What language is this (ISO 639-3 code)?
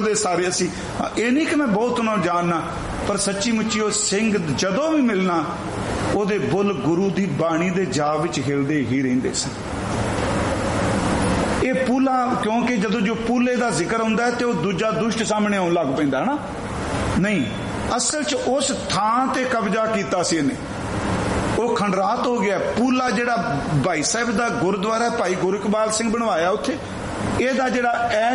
pan